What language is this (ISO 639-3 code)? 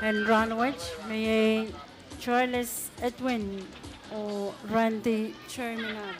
pon